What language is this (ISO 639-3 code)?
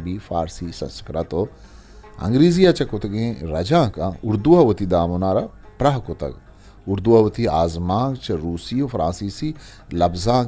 bgp